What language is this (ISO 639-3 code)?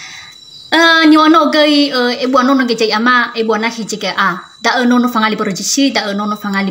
nia